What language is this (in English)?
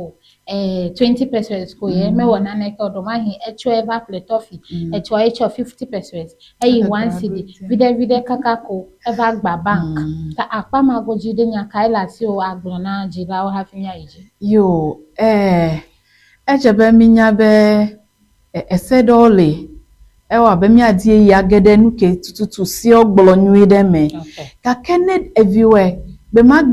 Ewe